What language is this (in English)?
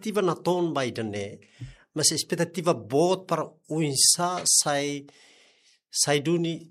Tetum